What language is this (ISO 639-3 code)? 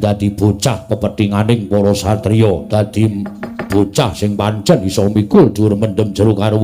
jav